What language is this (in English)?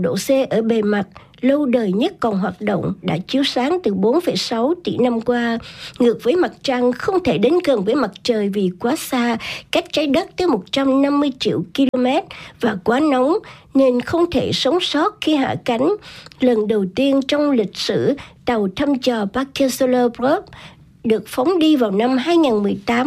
Vietnamese